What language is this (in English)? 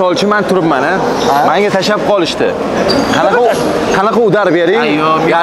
Uzbek